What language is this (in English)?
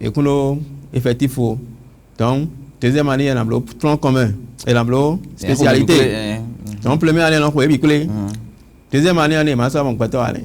Fon